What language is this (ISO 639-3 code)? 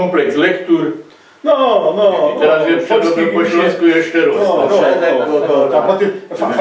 szl